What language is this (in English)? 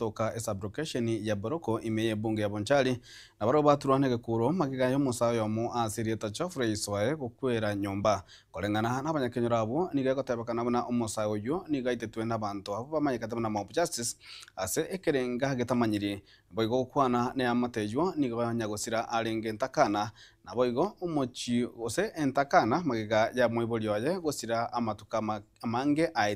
Gusii